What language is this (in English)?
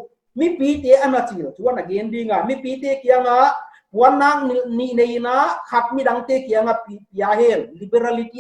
Paite Chin